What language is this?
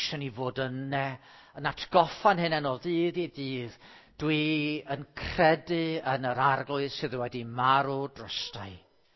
Welsh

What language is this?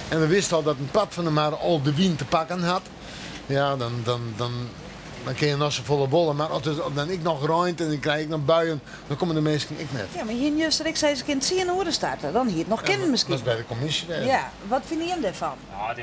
Western Frisian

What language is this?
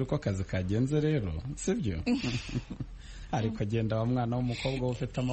Kinyarwanda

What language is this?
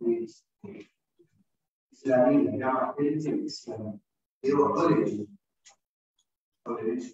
Malay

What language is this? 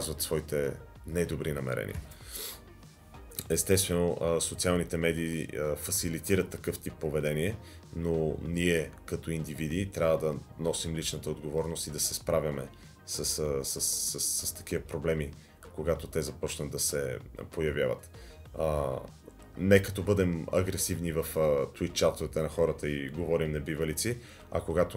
Bulgarian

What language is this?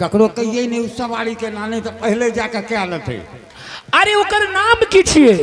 Angika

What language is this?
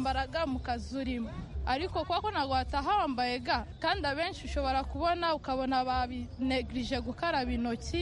Kinyarwanda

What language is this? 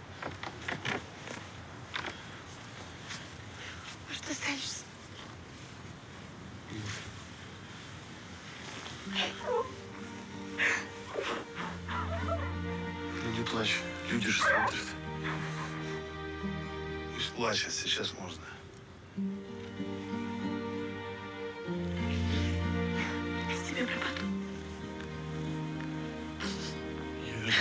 Russian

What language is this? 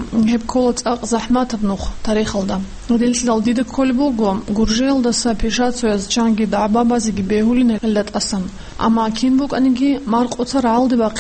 Avaric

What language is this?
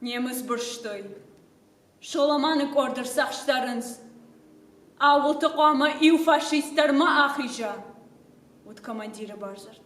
Ossetic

